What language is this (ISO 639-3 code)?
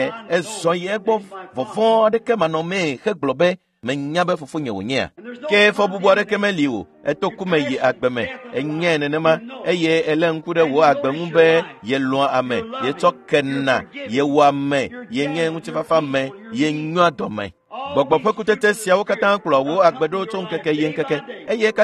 ewe